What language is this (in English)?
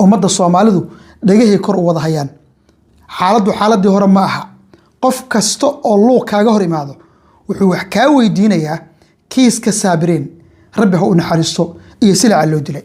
Somali